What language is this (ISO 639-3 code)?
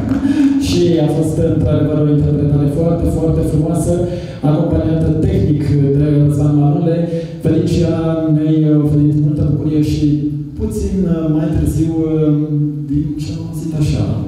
ron